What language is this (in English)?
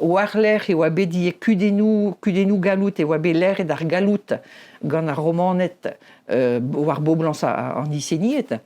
Breton